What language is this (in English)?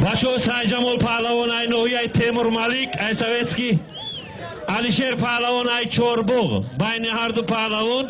Tajik